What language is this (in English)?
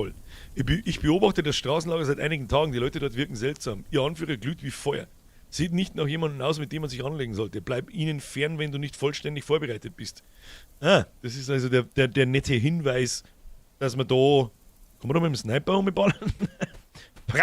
Bavarian